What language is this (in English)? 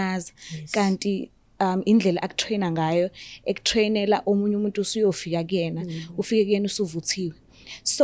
Zulu